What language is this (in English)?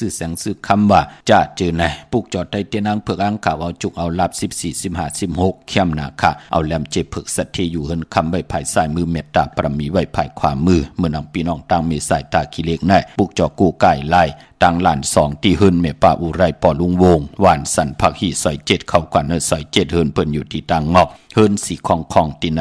Shan